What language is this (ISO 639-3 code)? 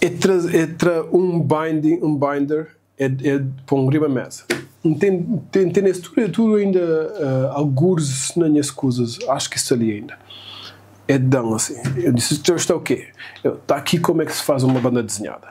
kea